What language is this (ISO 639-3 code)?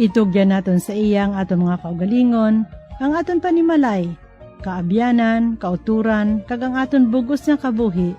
hil